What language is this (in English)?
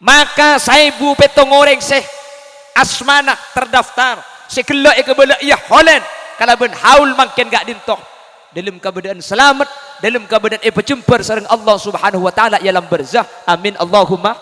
Madurese